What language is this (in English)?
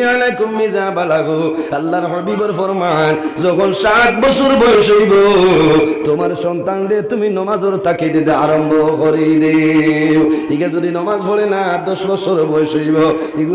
Sylheti